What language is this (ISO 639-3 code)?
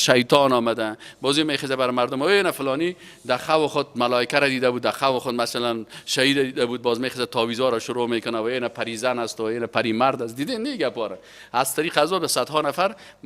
fas